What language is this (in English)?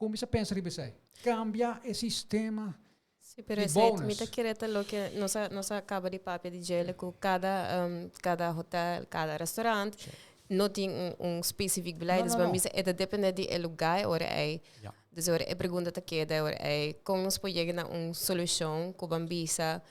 Papiamento